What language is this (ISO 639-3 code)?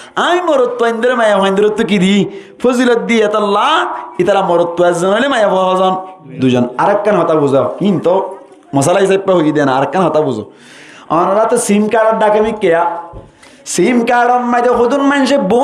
rhg